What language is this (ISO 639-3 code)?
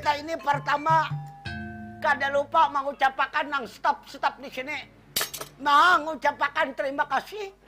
bjn